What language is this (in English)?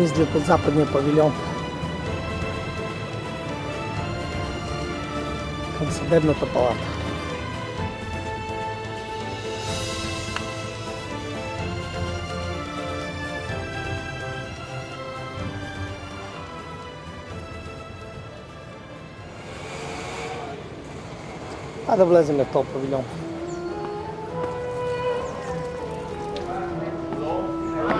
Bulgarian